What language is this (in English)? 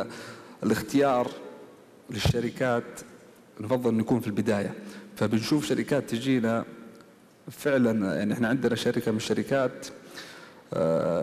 Arabic